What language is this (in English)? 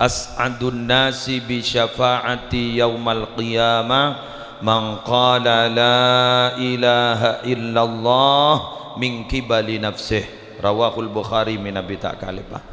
Madurese